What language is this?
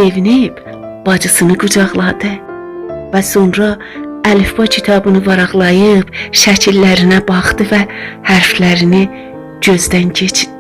South Azerbaijani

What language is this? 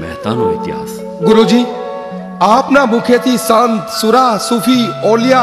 Gujarati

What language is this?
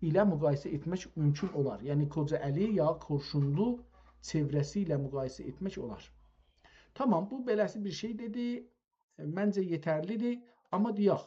South Azerbaijani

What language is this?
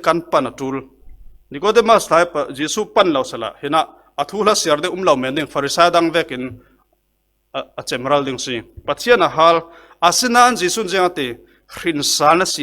Falam Chin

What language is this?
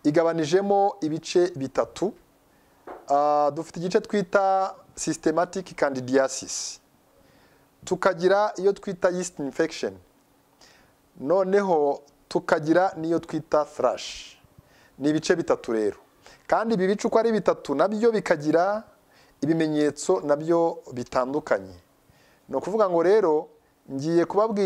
Kinyarwanda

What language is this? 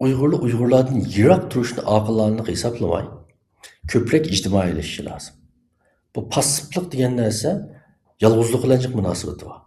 Uyghur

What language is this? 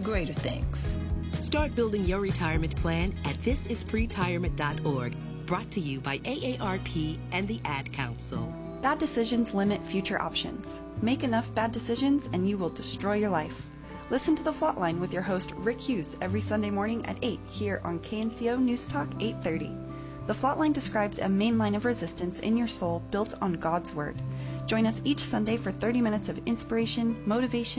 English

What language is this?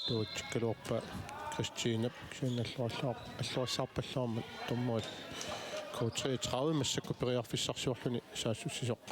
Kalaallisut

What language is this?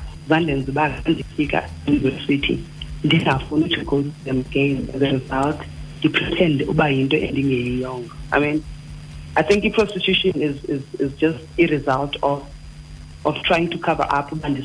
Xhosa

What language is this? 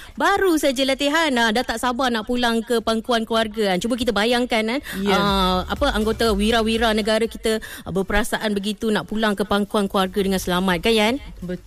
Malay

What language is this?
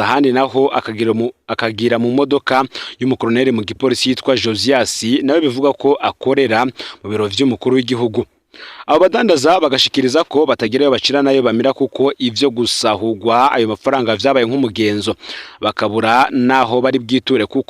Rundi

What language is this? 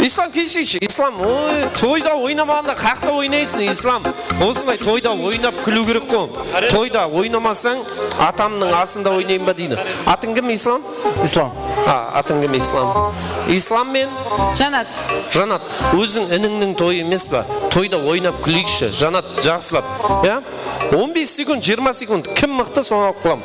Kara-Kalpak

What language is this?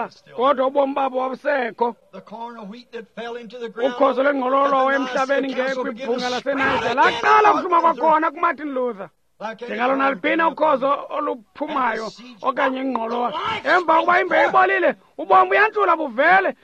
Xhosa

